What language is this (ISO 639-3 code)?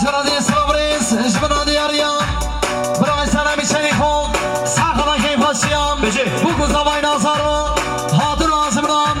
kur